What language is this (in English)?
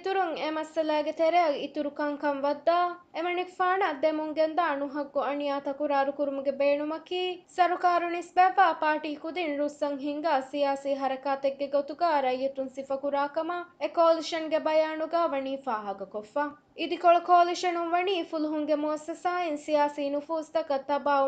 Divehi